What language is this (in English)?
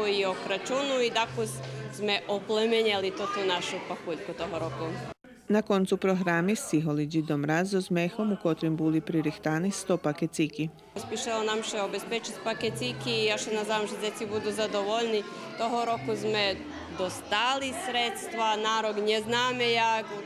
Rusyn